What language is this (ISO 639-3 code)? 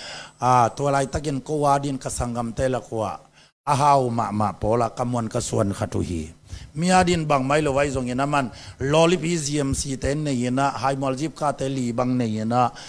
ctd